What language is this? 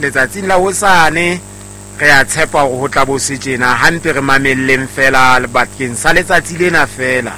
Southern Sotho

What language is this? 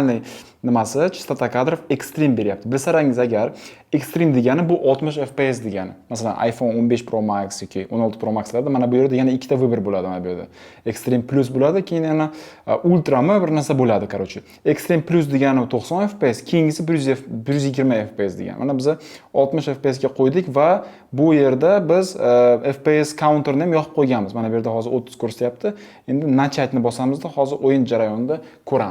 Uzbek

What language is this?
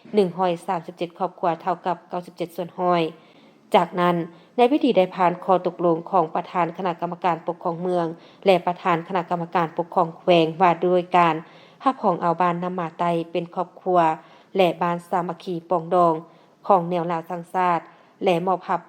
Lao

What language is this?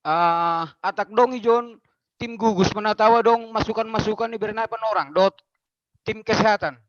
Batak Simalungun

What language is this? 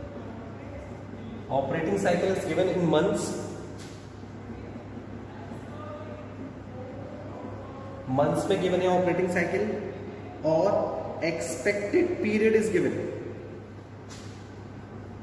Hindi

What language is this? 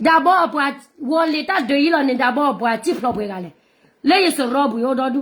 S'gaw Karen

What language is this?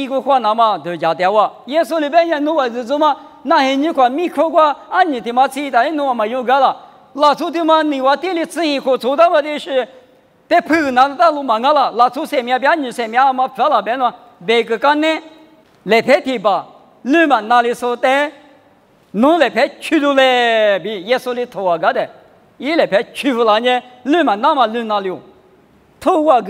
Lisu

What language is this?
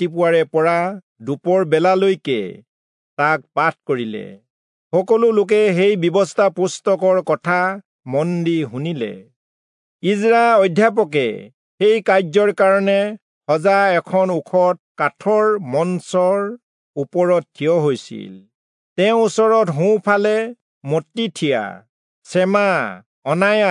Assamese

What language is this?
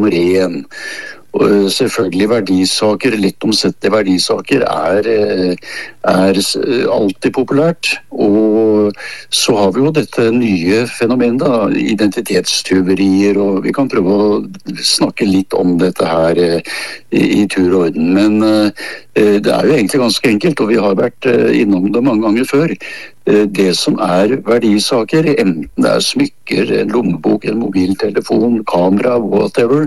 Norwegian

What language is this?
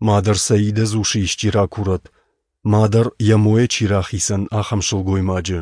Ossetic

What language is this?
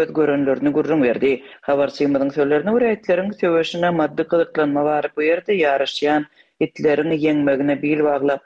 Turkmen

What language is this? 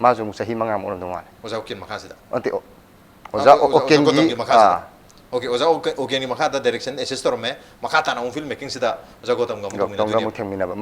Manipuri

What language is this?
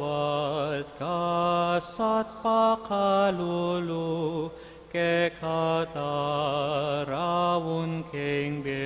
Pampanga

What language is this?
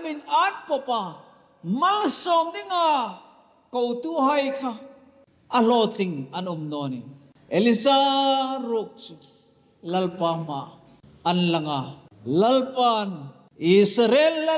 Hmar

